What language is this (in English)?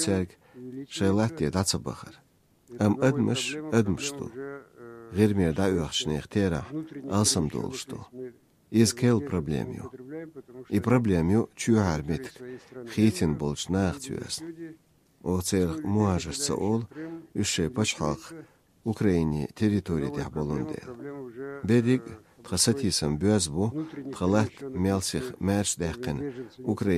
Chechen